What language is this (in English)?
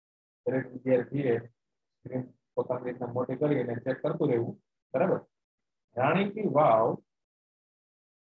Gujarati